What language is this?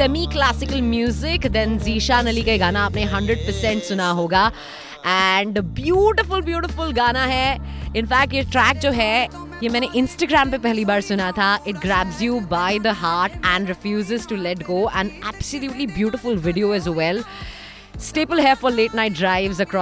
Hindi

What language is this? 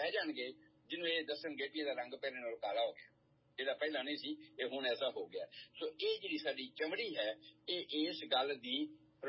Punjabi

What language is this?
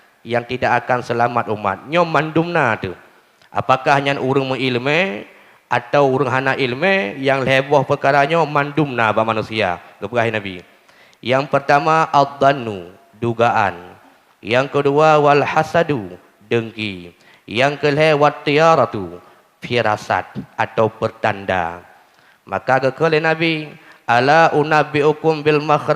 Achinese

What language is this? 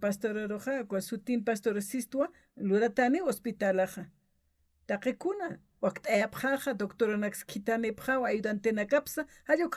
Aymara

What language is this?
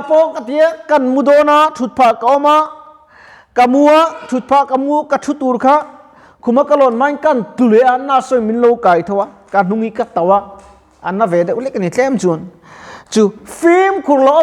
Mizo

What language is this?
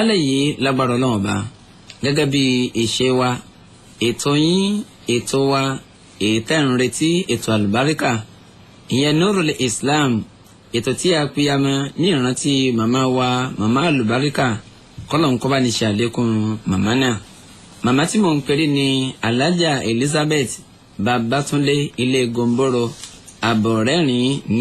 Yoruba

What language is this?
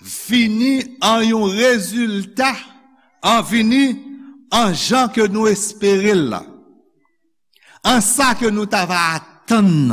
Haitian Creole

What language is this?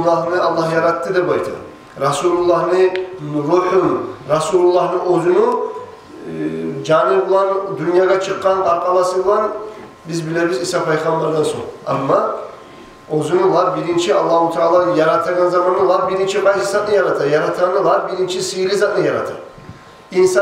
Kumyk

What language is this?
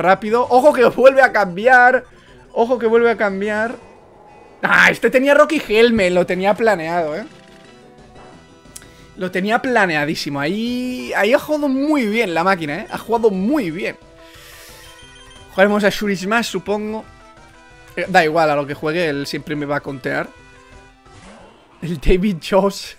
Spanish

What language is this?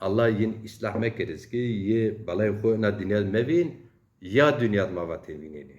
Zaza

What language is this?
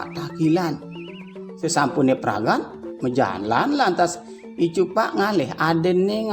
Balinese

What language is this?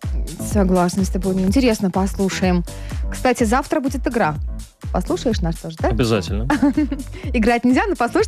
Russian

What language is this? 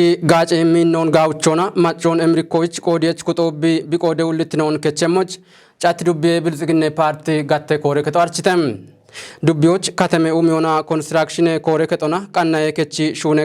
Kafa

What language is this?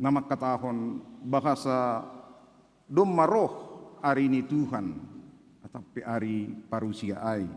Batak Simalungun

